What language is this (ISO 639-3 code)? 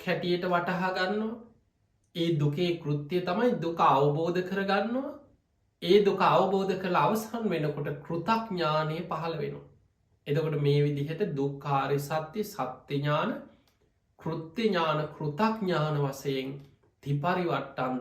sin